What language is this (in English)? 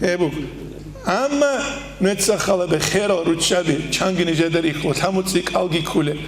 Avaric